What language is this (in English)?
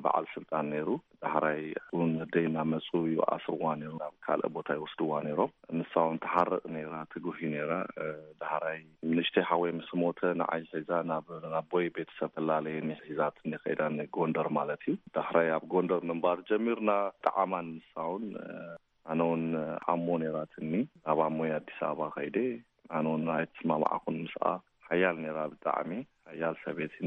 Tigrinya